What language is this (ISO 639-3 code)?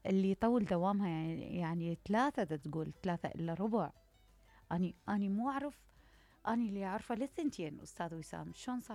acm